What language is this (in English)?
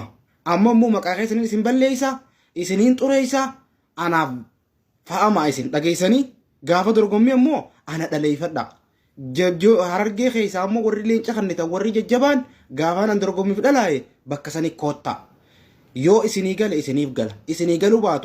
Oromo